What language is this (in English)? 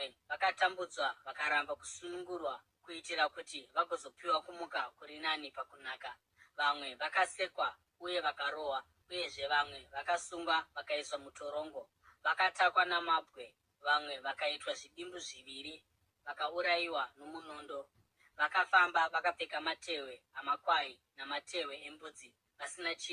Shona